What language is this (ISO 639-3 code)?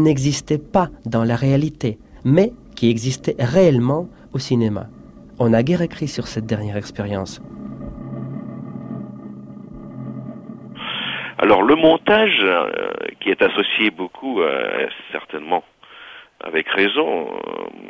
fra